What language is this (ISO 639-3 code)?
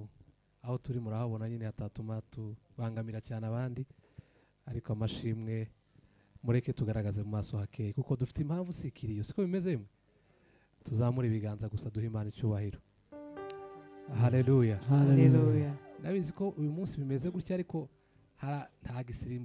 kin